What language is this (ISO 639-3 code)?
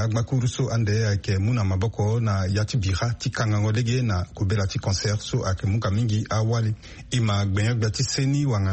sag